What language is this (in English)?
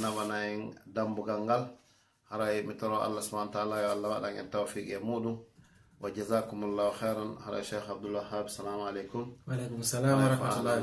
Fula